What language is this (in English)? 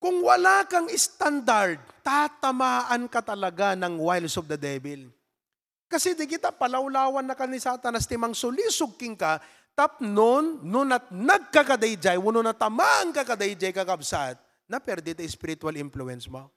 Iloko